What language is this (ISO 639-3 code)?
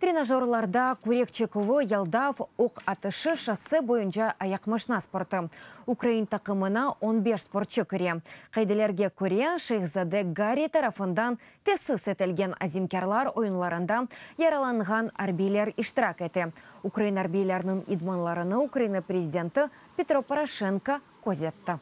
crh